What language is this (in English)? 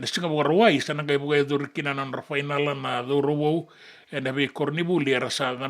Fijian